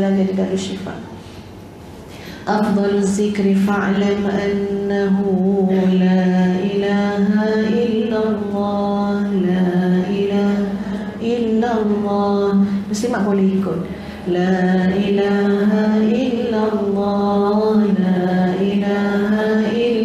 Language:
Malay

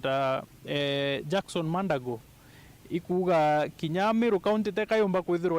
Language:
Meru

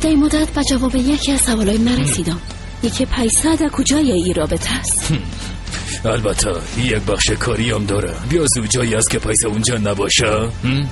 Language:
Persian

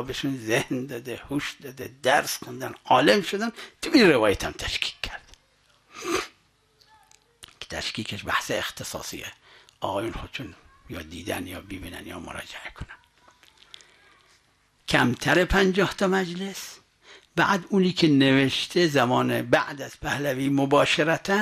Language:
Persian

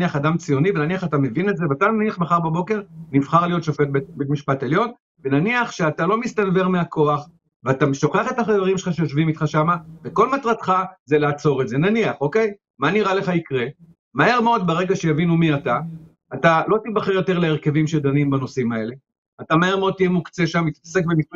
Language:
Hebrew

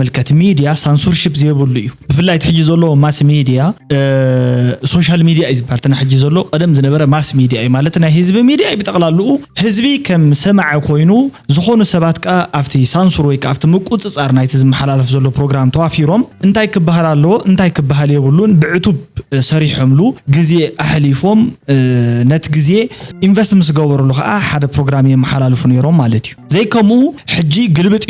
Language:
Tigrinya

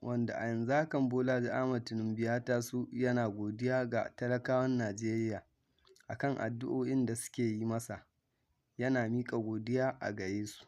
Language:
Hausa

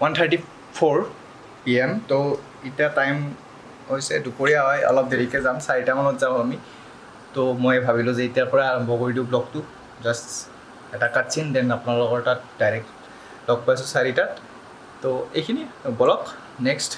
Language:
Assamese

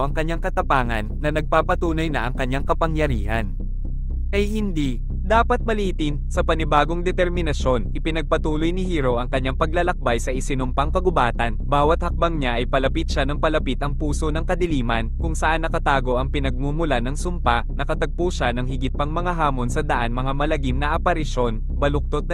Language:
Filipino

